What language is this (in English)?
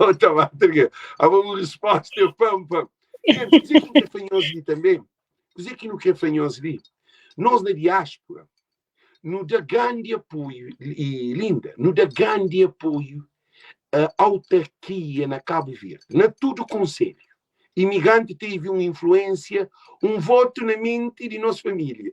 Kabuverdianu